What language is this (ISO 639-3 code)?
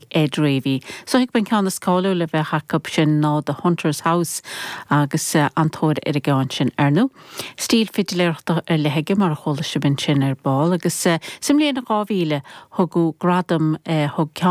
gle